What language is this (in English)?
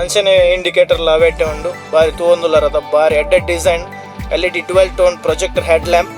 Tulu